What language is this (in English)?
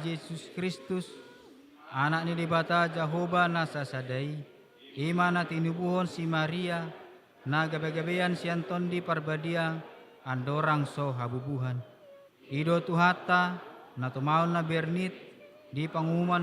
Batak Toba